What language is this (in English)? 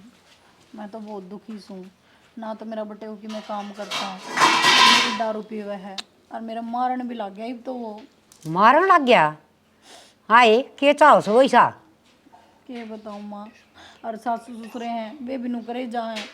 Haryanvi